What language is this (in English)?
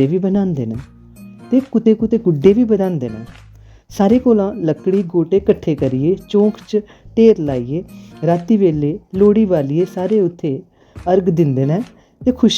Dogri